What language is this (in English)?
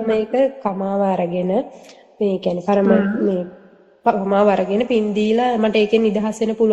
Sinhala